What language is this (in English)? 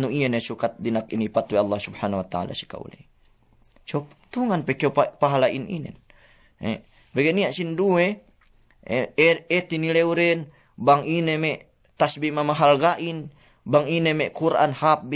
Yakan